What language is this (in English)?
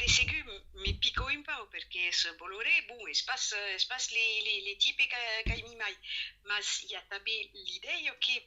Occitan